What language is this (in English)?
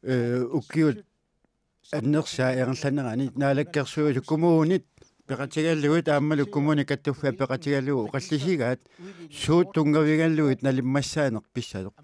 Kalaallisut